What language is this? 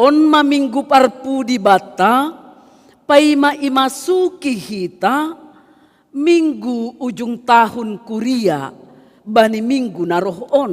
Batak Simalungun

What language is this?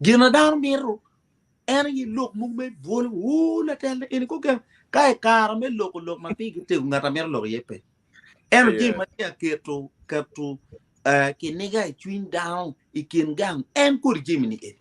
Acoli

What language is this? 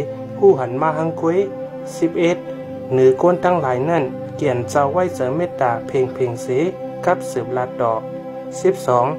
Shan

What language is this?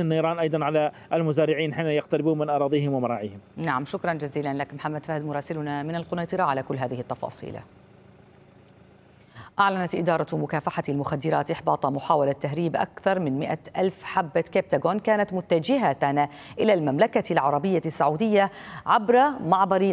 Arabic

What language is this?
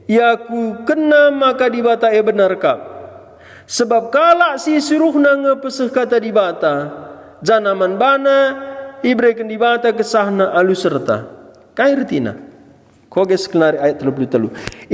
Batak Karo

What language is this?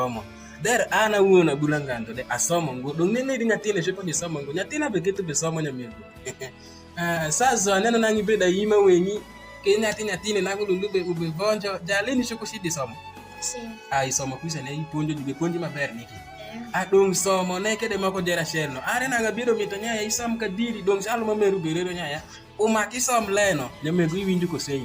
Alur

